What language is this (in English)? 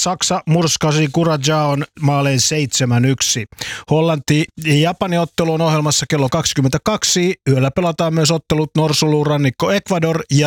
Finnish